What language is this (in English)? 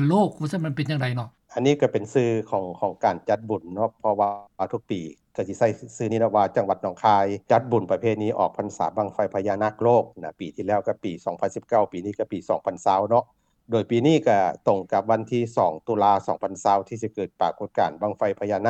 Lao